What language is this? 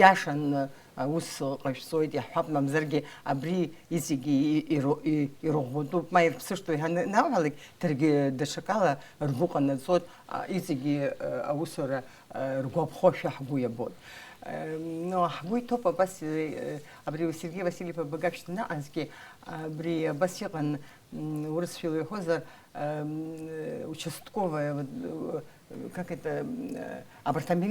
Abkhazian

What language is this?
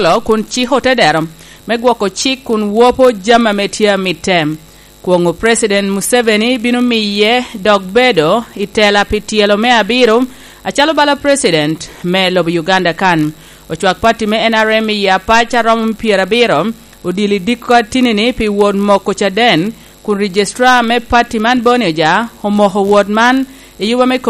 Lango (Uganda)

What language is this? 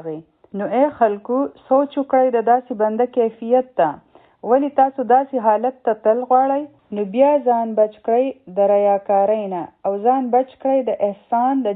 Pashto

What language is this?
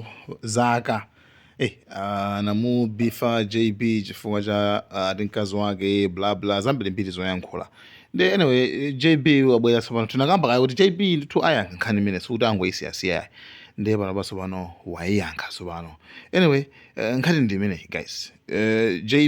Nyanja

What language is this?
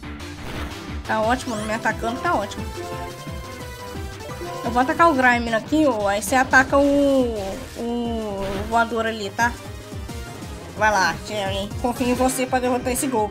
Portuguese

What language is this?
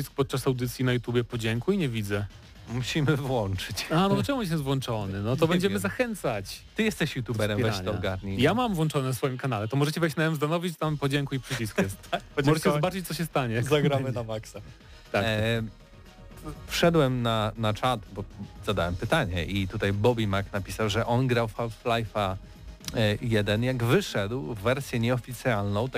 Polish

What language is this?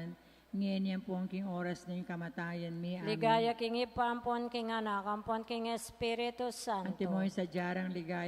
Pampanga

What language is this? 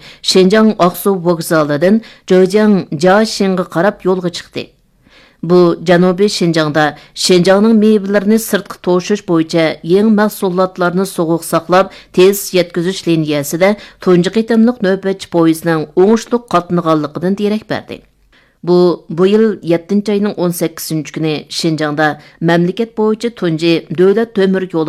Uyghur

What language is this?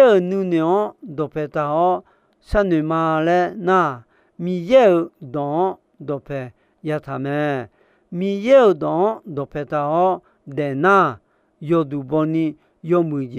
Akha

